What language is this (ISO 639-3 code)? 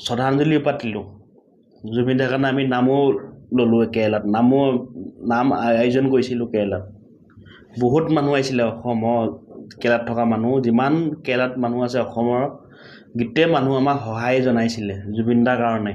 asm